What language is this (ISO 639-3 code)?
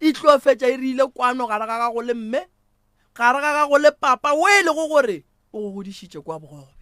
nso